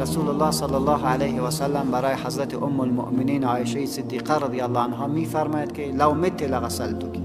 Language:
Persian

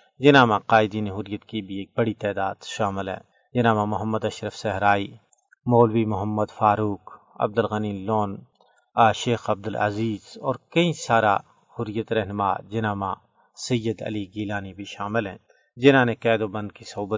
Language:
Gujari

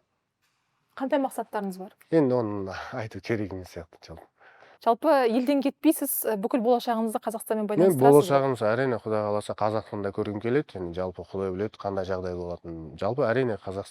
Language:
Kazakh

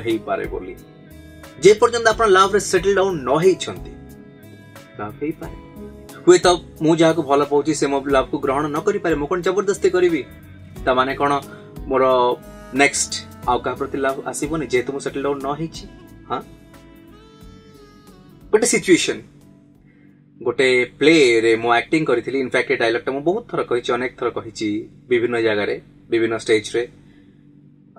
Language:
Odia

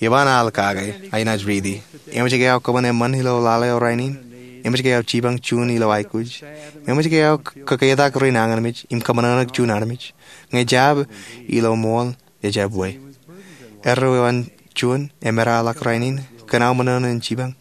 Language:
Marshallese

